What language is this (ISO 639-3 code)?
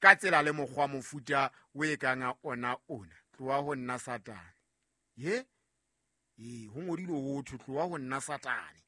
sot